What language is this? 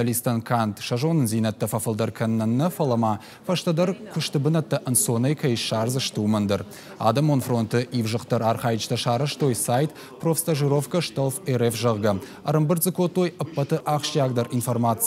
Ossetic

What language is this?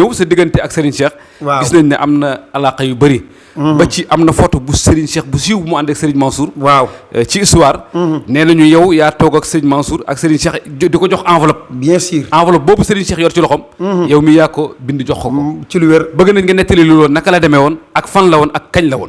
Wolof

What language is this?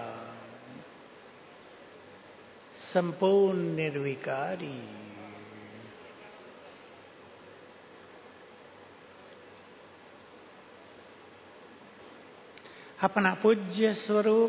Hindi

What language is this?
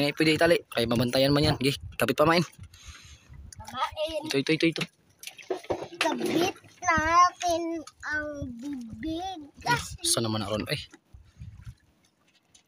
Filipino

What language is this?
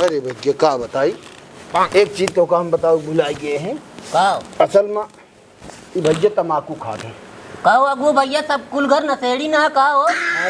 Awadhi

